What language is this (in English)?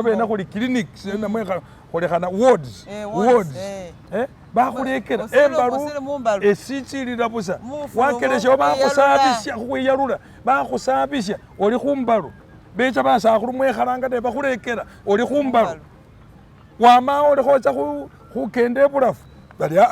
Masaaba